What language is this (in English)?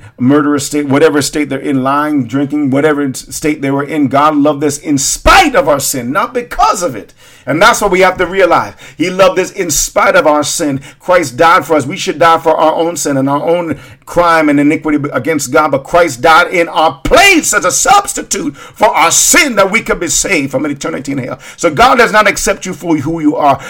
English